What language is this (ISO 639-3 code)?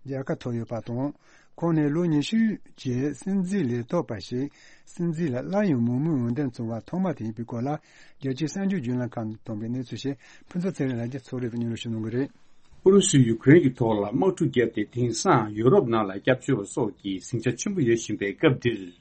bod